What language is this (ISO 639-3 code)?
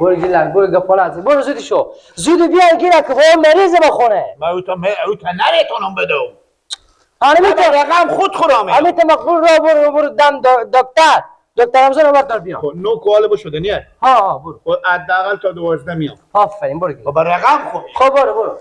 fas